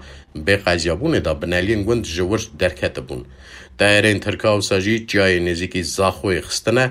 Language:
Kurdish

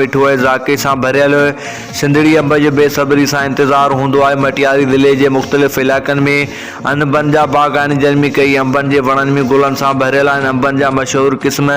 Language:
Sindhi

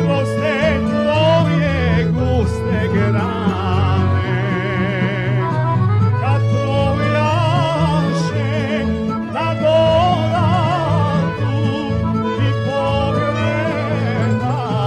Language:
Serbian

